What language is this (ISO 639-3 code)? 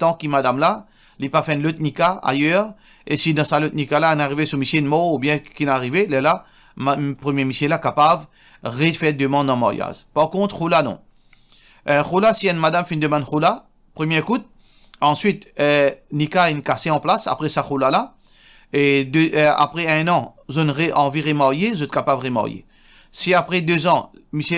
mfe